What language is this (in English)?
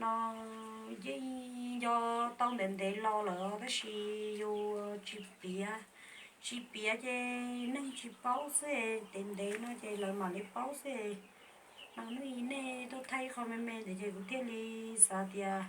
Hmong